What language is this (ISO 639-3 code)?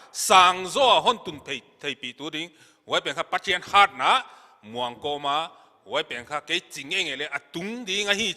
pck